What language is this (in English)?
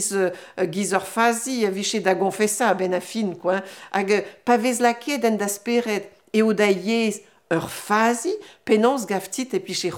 Breton